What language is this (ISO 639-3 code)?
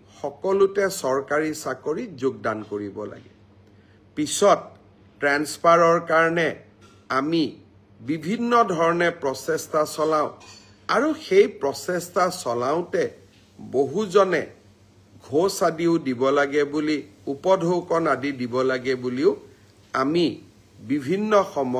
asm